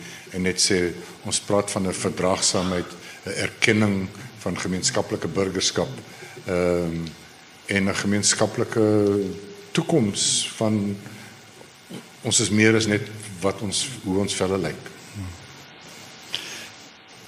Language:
Afrikaans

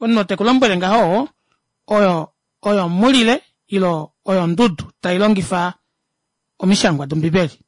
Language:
Kuanyama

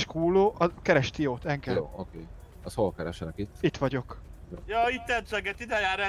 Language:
Hungarian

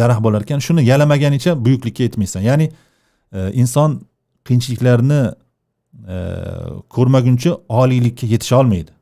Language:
Uzbek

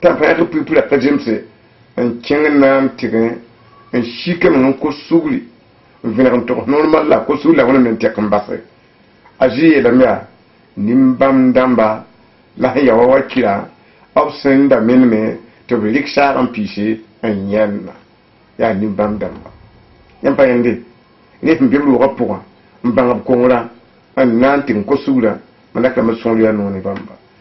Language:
Mossi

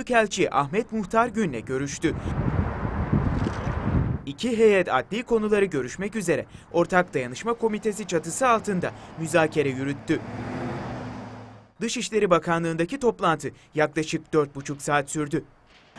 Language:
Turkish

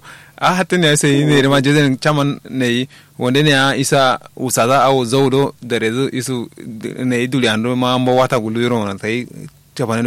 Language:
Kanuri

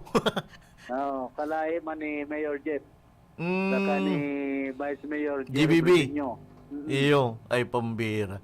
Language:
Bikol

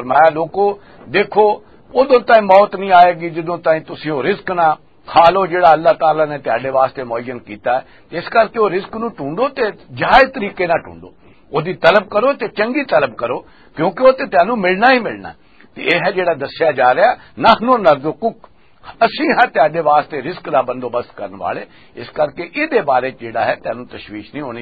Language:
Western Panjabi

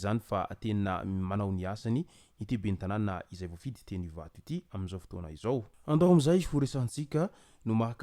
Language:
Malagasy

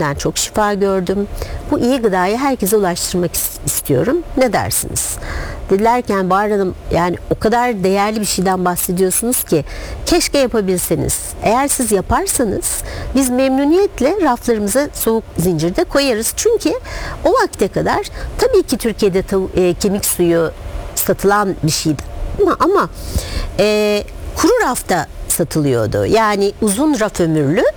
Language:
Turkish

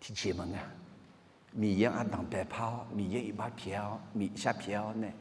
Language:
Akha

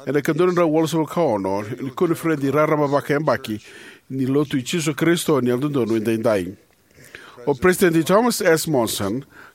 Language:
Fijian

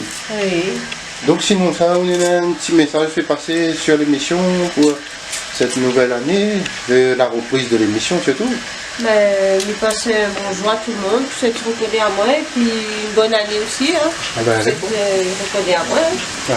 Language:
Réunion Creole French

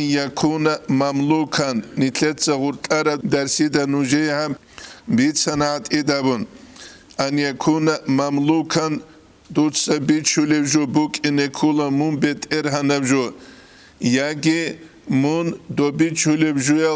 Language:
Avaric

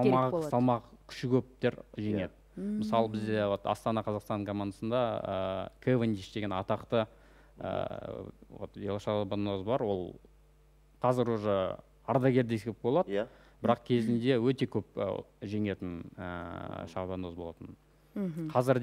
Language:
Kazakh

